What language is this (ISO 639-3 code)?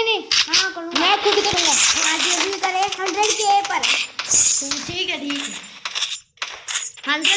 hin